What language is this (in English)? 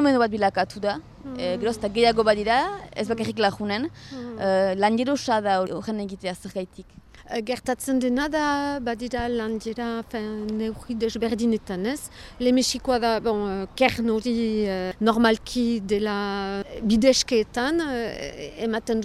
Basque